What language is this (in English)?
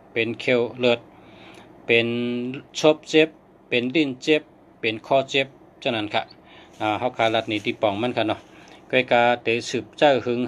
Shan